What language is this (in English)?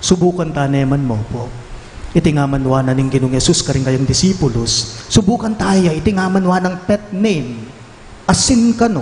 Pampanga